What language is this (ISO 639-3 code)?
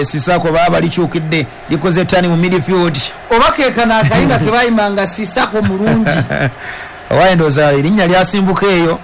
lug